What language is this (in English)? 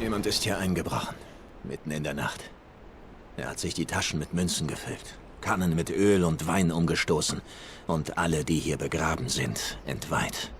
Swiss German